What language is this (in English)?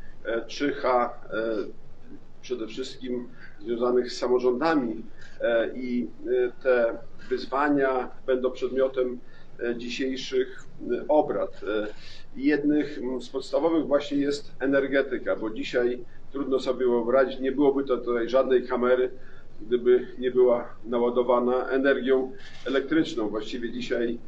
Polish